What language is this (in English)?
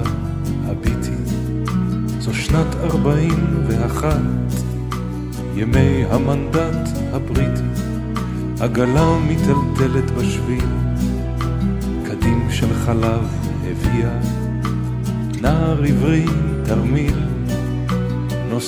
Hebrew